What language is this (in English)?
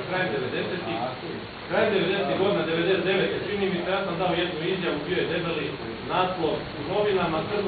Croatian